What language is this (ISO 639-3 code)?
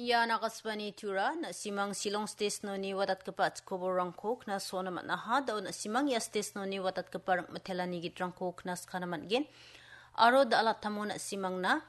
grt